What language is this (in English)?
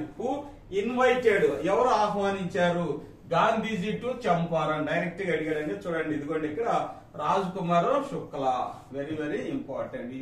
Telugu